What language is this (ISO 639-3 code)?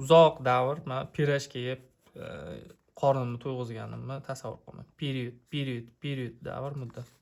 uzb